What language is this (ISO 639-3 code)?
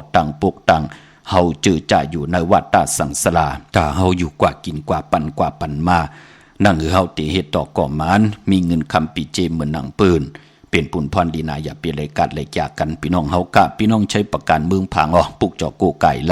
shn